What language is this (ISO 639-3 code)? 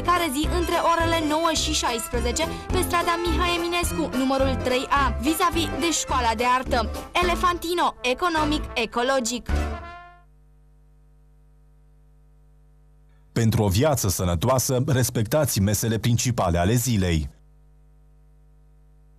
ron